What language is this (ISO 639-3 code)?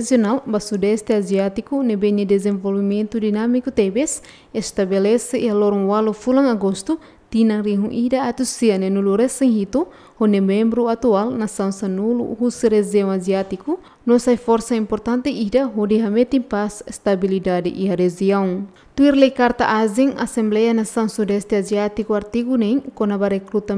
tet